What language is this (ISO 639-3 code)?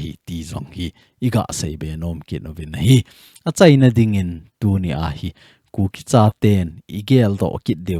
tcz